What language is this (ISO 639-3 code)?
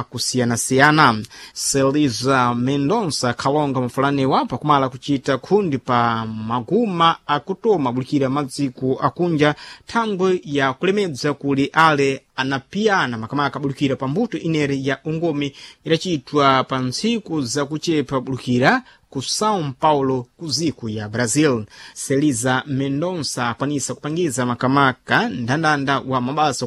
seh